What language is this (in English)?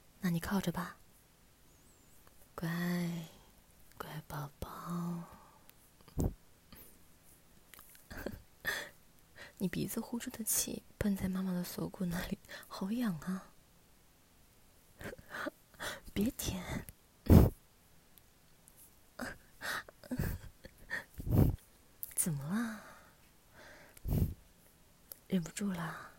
Chinese